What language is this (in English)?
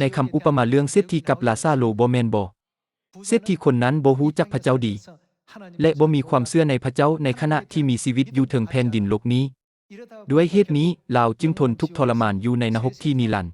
Lao